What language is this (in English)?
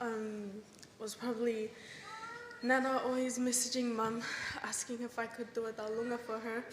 Tongan